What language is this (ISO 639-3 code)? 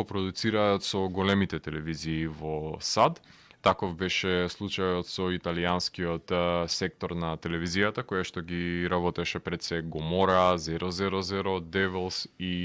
mkd